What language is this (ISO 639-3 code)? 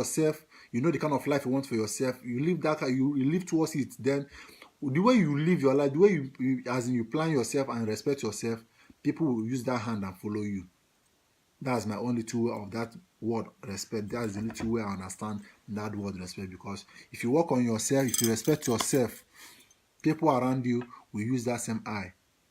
pcm